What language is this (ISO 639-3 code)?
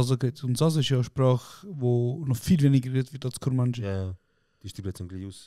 gsw